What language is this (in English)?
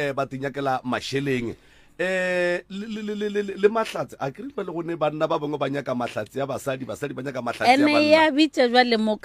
Northern Sotho